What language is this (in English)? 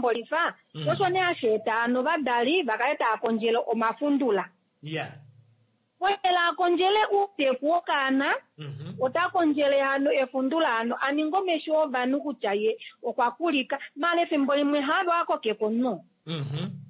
Kuanyama